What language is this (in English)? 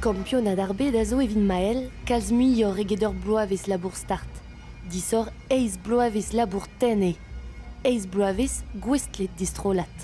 Breton